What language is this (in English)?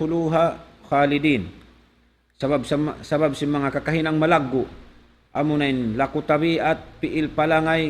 Tausug